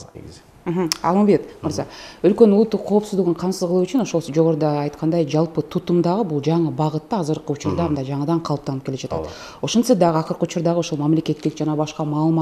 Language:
Kyrgyz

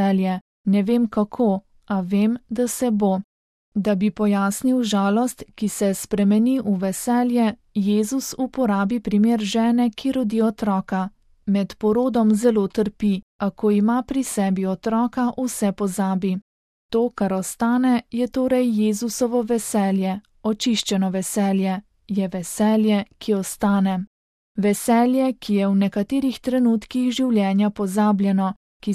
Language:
Slovenian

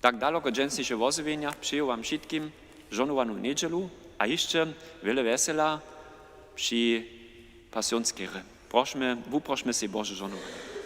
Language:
Upper Sorbian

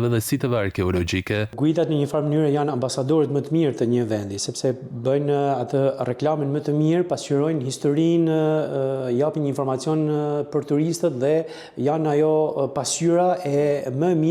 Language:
Albanian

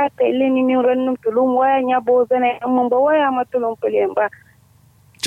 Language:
Kanuri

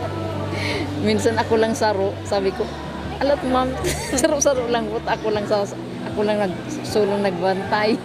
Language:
Bikol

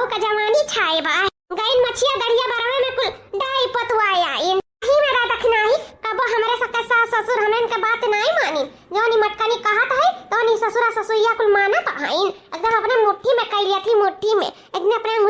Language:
Awadhi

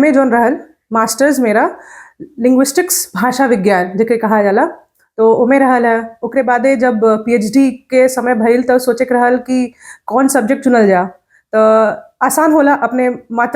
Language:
Bhojpuri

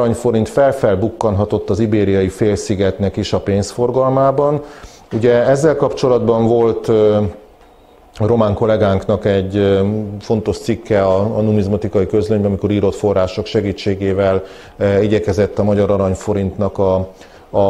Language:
Hungarian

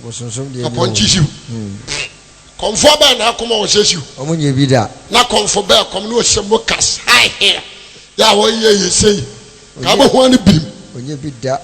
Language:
Akan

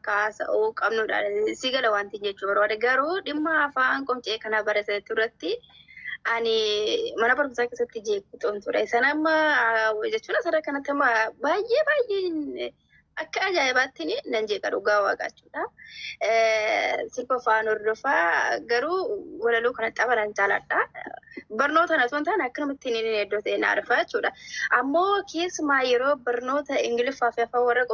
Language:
Oromo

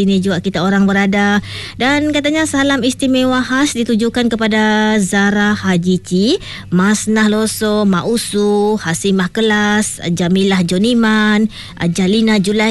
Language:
Malay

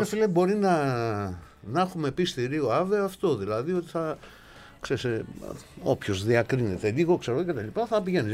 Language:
Greek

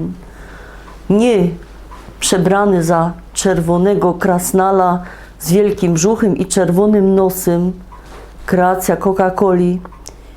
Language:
Silesian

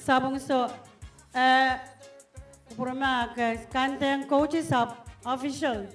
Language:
Pohnpeian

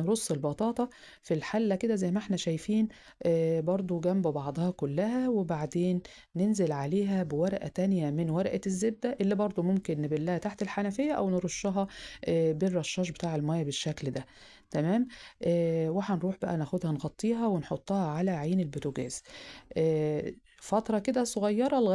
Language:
Egyptian Arabic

